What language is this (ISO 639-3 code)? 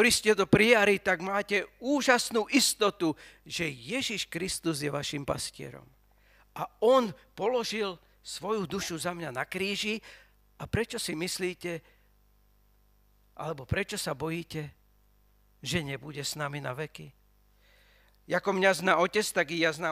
slk